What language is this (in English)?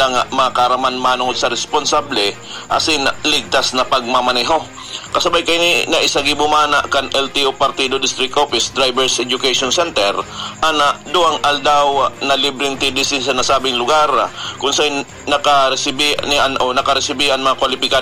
Bikol